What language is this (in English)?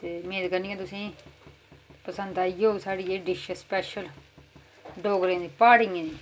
Dogri